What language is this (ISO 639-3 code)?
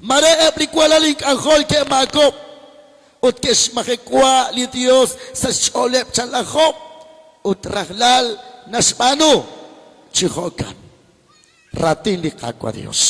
kek